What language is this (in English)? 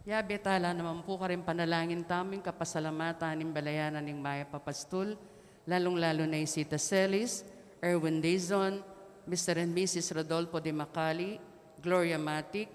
Pampanga